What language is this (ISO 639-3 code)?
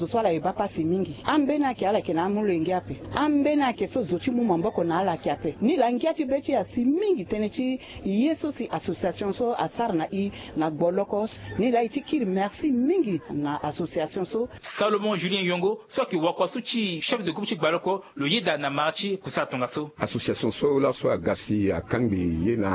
sag